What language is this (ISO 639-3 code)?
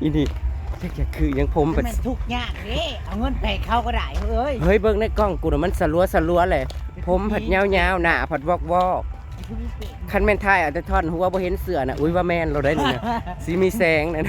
tts